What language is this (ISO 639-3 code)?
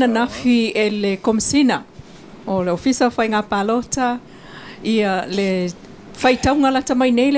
smo